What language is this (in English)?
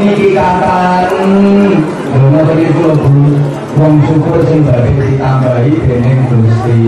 Javanese